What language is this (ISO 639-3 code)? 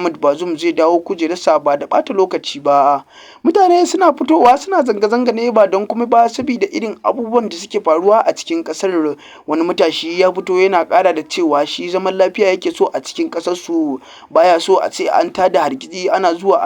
hau